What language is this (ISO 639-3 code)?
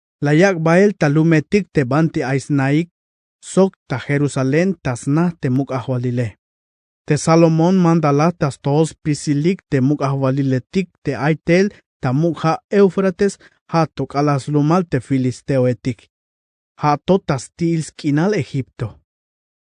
tzh